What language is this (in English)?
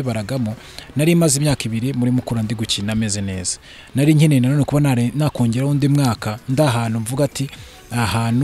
Kinyarwanda